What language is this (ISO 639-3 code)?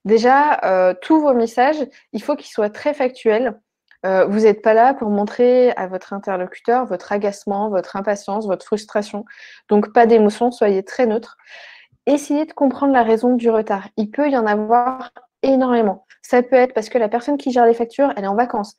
fra